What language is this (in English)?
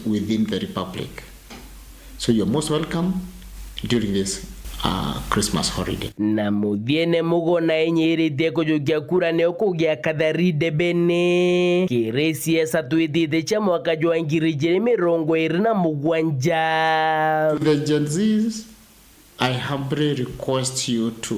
Meru